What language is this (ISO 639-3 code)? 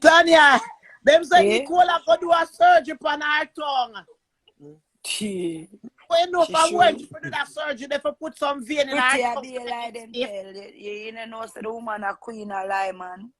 jam